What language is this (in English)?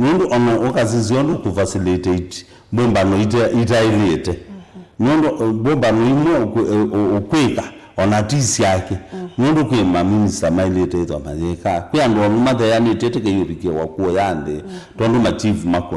Kamba